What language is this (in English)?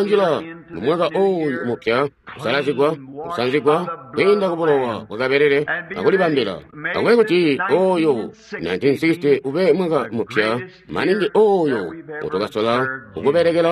Tonga (Zambia)